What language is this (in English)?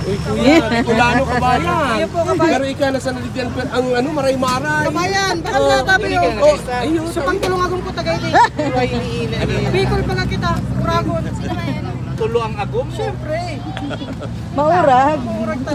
Bikol